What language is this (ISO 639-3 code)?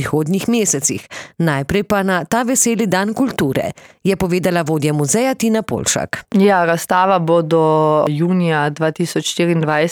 slv